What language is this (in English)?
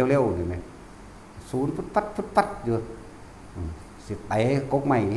Northeastern Thai